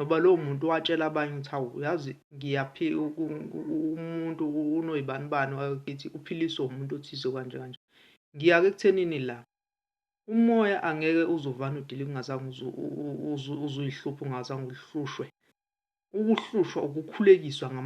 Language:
Zulu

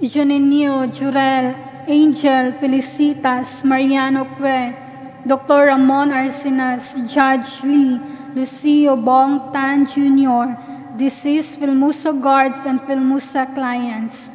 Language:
Cebuano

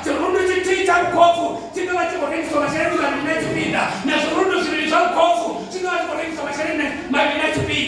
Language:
Venda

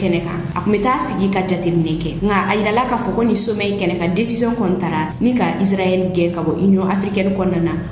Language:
Bambara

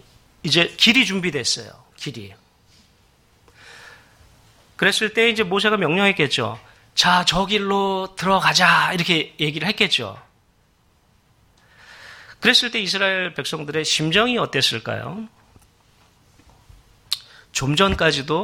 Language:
Korean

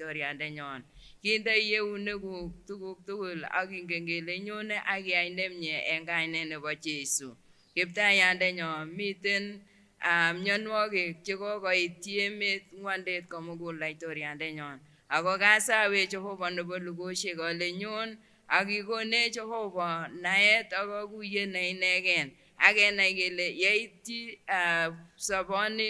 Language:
Kipsigis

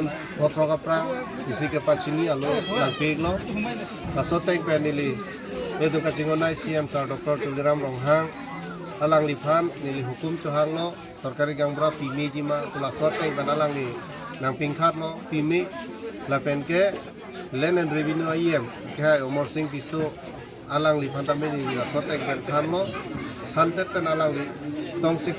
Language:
Karbi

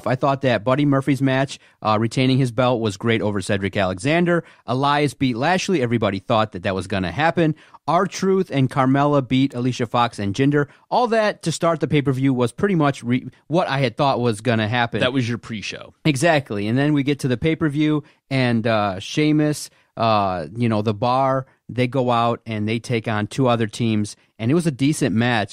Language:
English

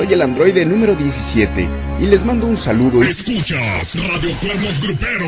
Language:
Spanish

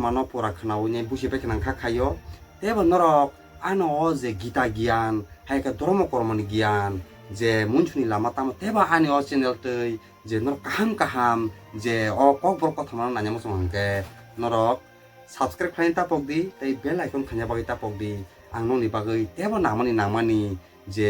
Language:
Kok Borok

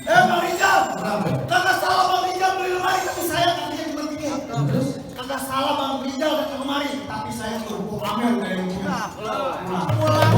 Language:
Betawi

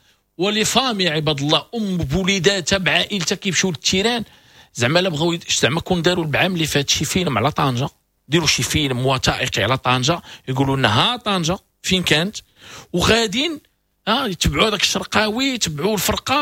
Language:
Moroccan Arabic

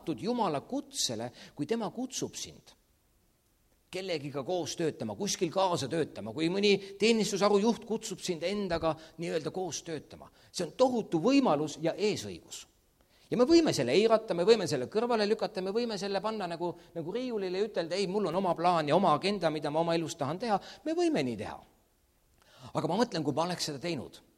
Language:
Estonian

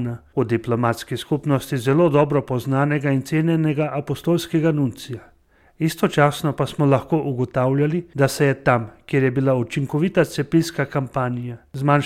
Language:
Slovenian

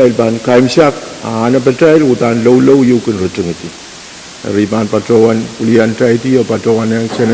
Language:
Pohnpeian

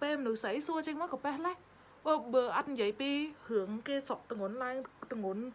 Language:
Khmer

